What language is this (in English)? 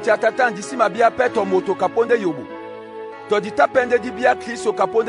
Duala